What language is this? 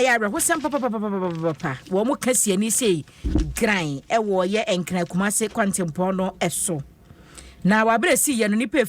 Akan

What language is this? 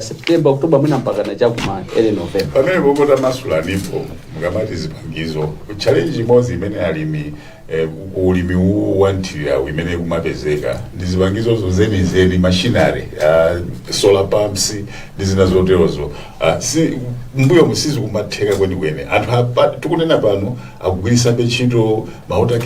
Nyanja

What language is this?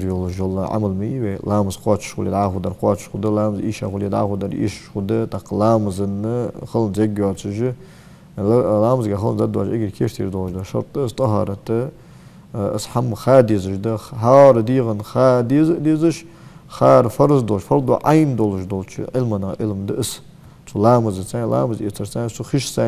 Ingush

